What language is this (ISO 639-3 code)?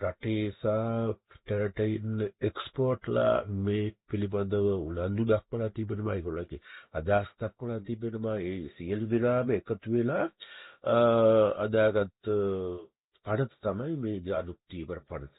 sin